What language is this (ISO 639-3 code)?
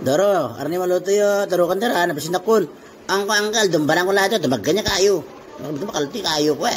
itv